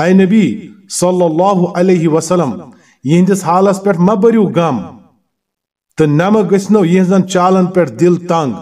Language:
Kashmiri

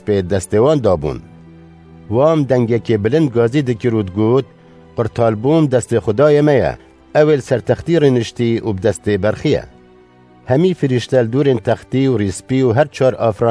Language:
Kurdish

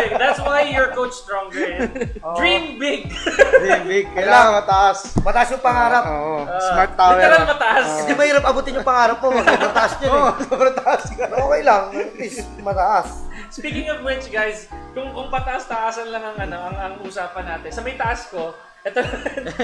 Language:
Filipino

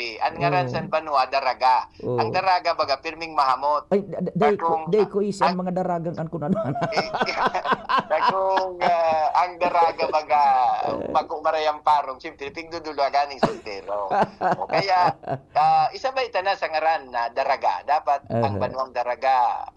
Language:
Bikol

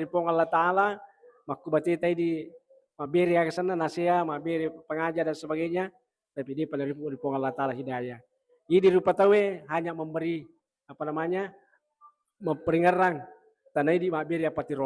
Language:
Buginese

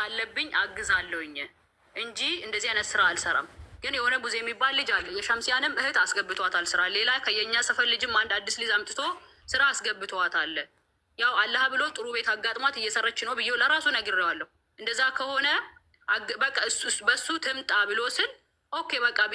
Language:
Amharic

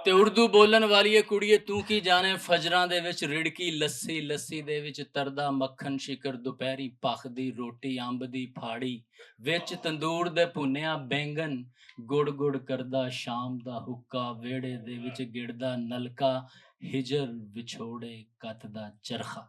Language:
Western Panjabi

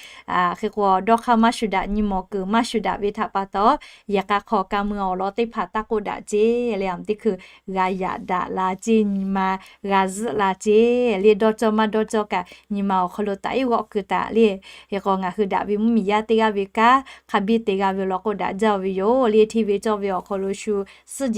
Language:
Lahu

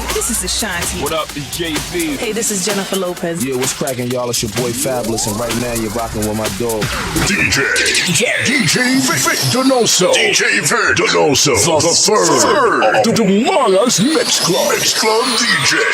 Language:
Hiligaynon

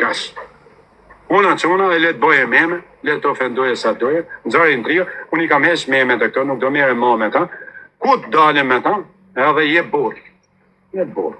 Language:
Albanian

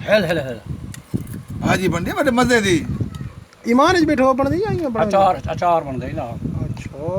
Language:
Saraiki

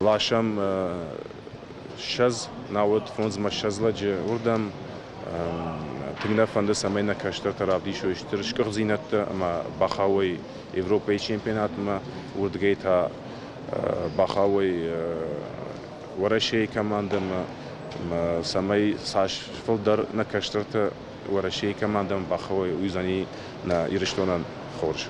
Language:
Ossetic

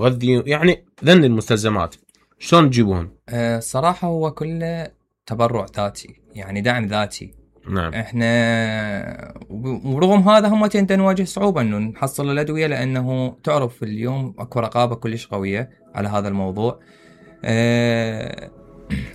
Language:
Mesopotamian Arabic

